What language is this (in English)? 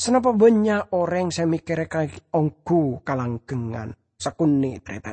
Madurese